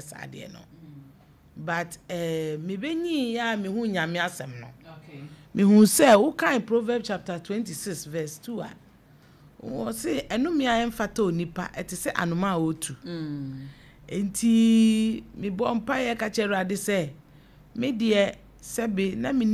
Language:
Akan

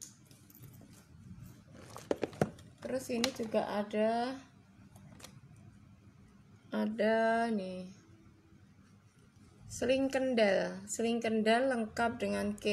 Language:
Indonesian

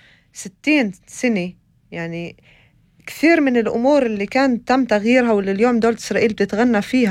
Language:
North Levantine Arabic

